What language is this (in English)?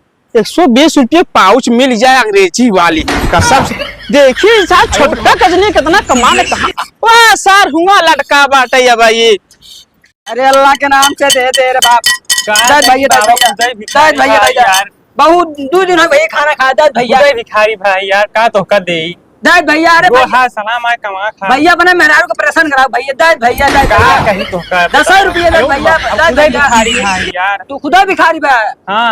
Awadhi